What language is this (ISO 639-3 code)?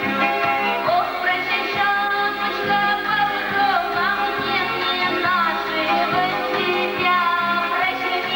chv